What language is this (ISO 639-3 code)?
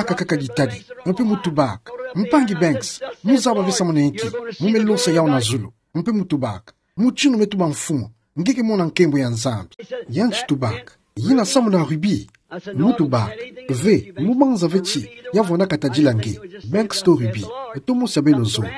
ktu